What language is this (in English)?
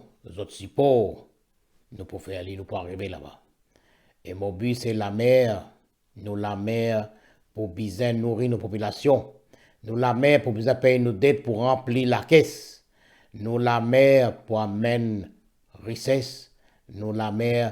Morisyen